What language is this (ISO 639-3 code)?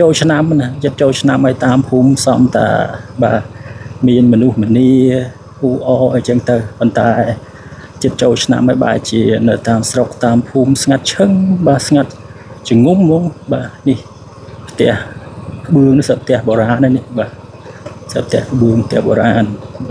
khm